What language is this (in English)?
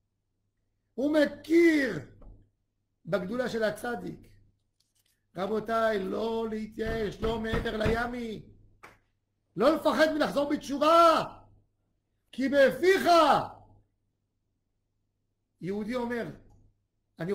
Hebrew